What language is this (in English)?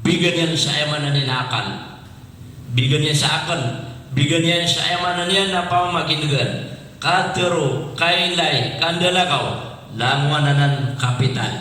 Maranao